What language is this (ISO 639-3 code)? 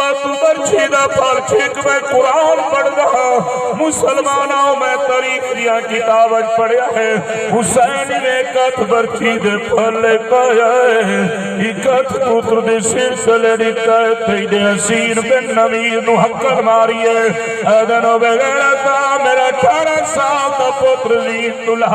skr